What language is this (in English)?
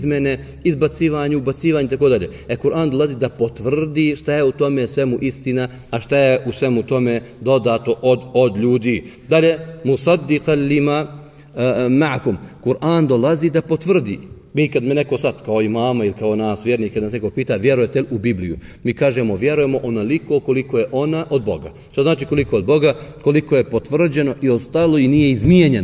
Bosnian